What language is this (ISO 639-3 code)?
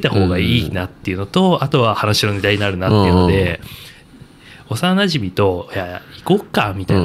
jpn